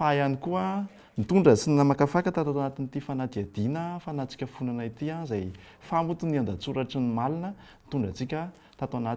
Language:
Malagasy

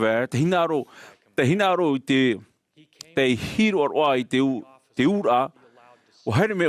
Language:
Tahitian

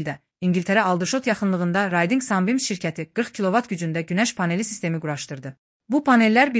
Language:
Azerbaijani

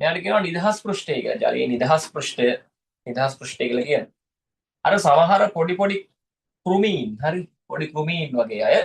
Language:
Sinhala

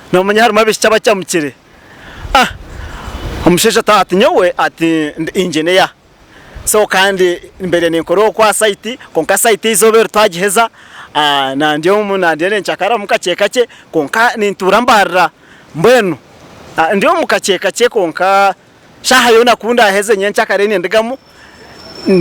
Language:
Nyankole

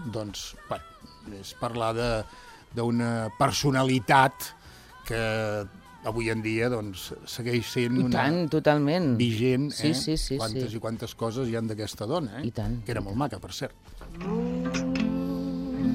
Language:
Catalan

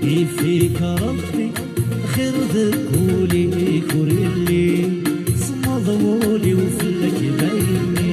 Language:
Kabyle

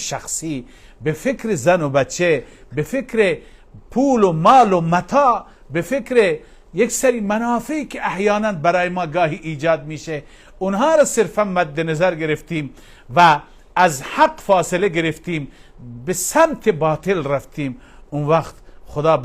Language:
Persian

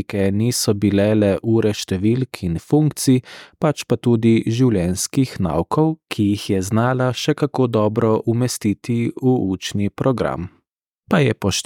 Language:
Slovenian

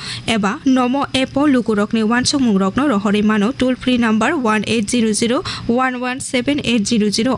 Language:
Kok Borok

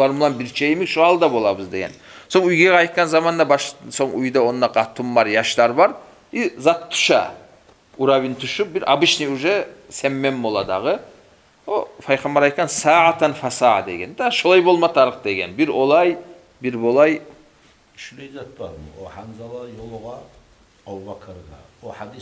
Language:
Kumyk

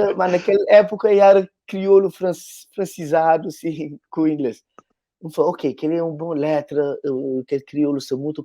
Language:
Kabuverdianu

